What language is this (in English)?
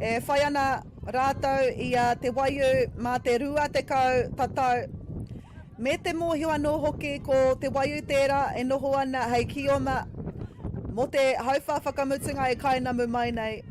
Māori